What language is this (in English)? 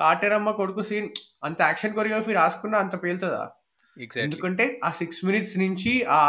Telugu